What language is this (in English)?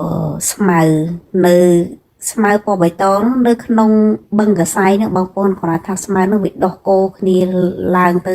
Khmer